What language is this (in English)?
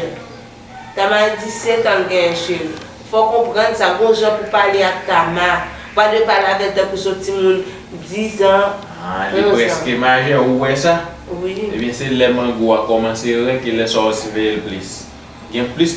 Haitian Creole